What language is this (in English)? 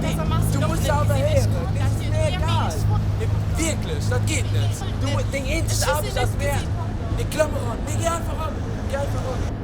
Luxembourgish